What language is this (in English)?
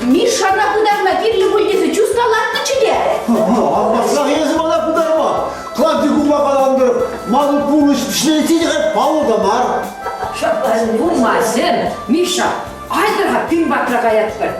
Chuvash